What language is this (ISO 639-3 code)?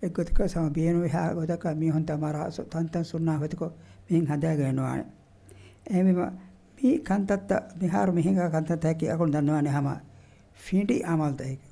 div